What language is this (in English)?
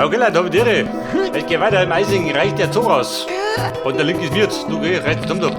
Bavarian